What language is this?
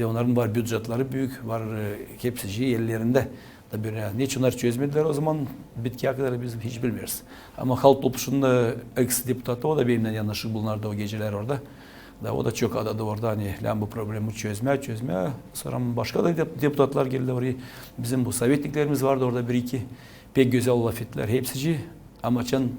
Gagauz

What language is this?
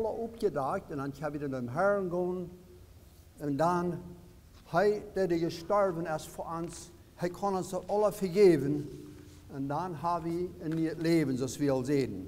Plautdietsch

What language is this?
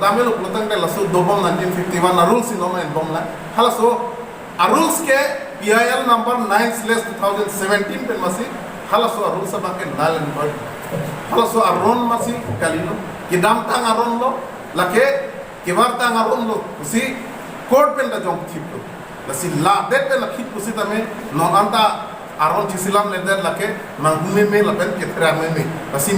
Karbi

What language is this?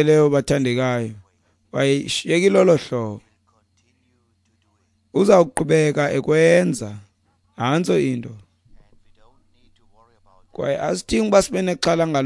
Xhosa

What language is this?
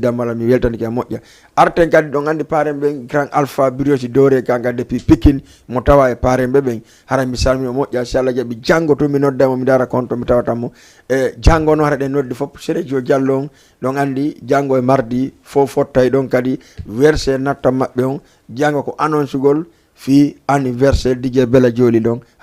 Fula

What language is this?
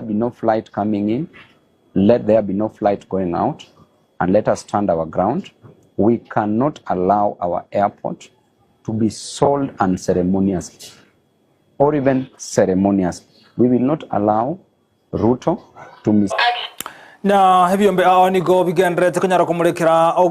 Gusii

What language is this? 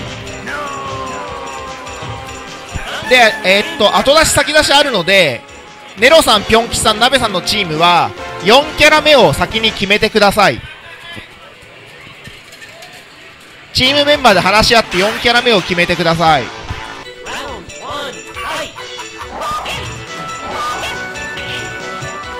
Japanese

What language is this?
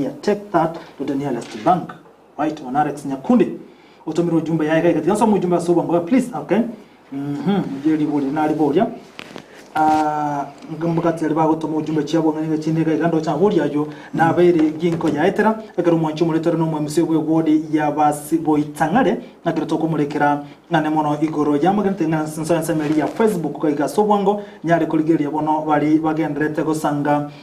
Gusii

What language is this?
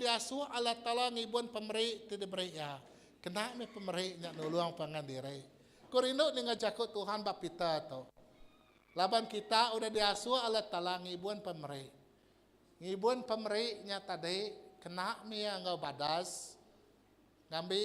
Iban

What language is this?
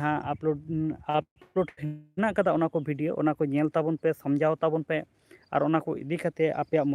Santali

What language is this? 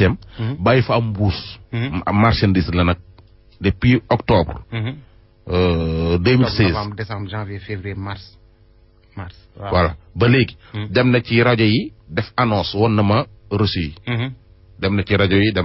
Wolof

